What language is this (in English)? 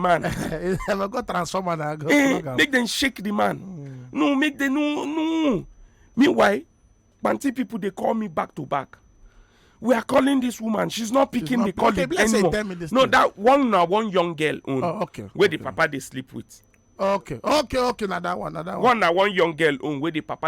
Nigerian Pidgin